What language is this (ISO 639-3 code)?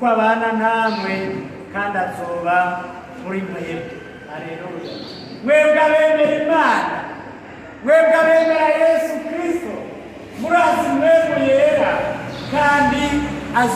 run